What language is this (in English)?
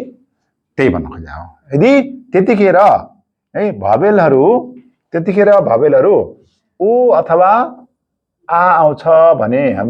Nepali